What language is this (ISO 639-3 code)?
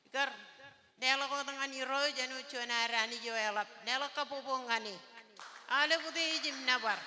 mah